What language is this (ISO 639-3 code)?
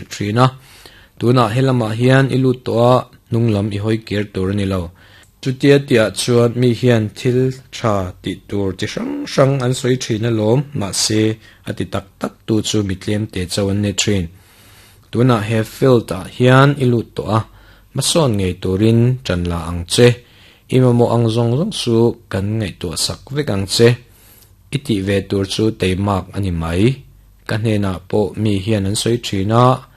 lus